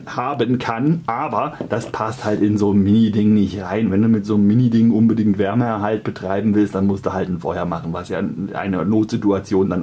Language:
German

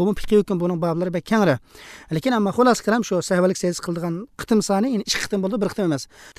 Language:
Uyghur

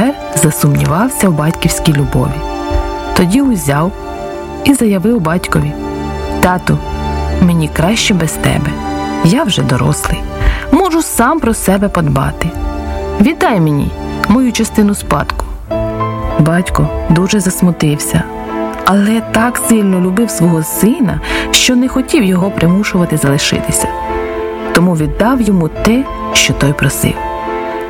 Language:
Ukrainian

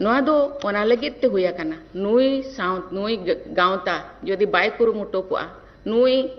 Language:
Santali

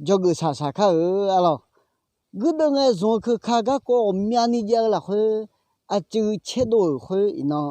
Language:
Akha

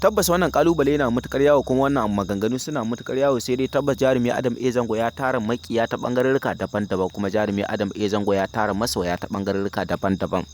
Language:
Hausa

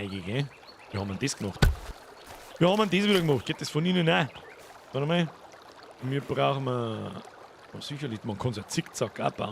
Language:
Bavarian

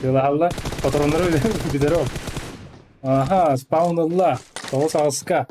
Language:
Yakut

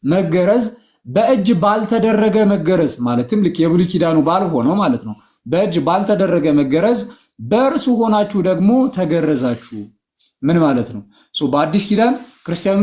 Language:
Amharic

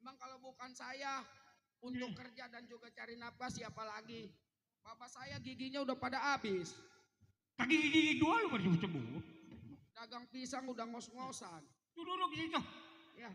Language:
Betawi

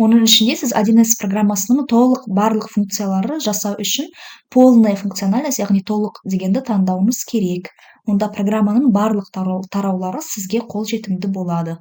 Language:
Kazakh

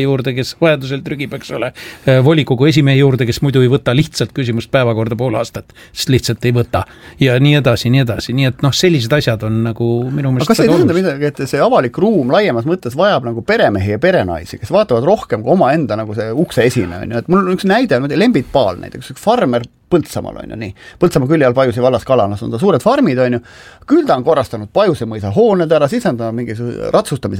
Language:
Estonian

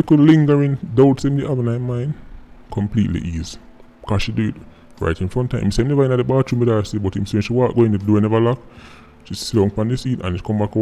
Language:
Jamaican Creole English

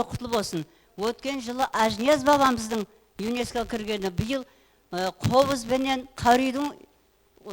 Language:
Kara-Kalpak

